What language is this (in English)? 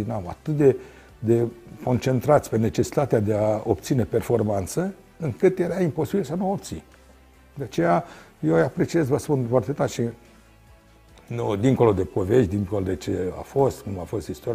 Romanian